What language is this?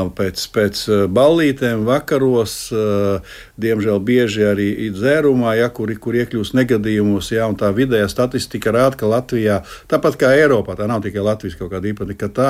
Latvian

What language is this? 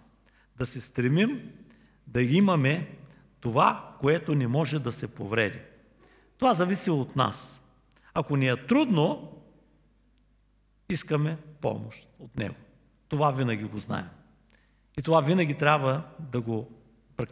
Bulgarian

